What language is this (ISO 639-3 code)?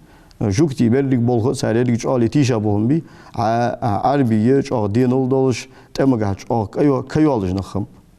inh